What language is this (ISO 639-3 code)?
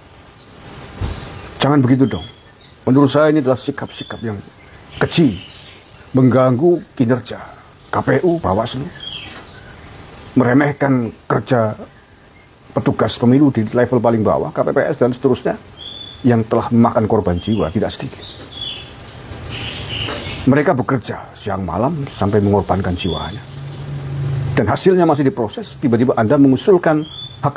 ind